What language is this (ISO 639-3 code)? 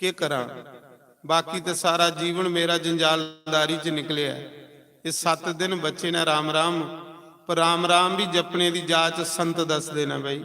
doi